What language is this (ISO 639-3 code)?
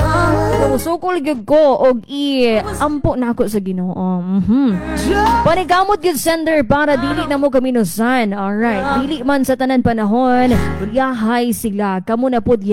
ceb